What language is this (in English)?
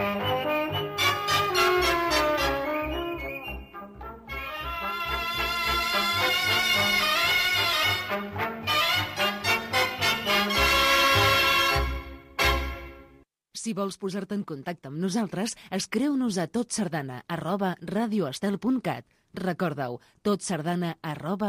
Catalan